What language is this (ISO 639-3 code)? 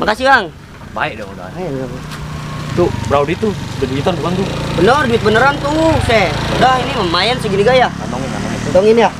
bew